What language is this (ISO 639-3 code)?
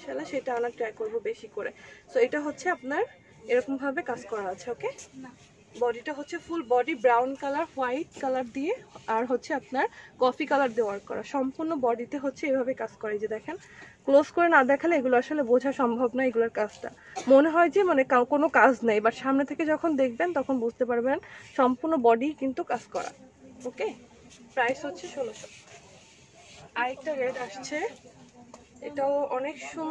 ben